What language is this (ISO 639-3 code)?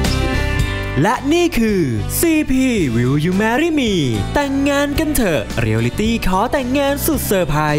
tha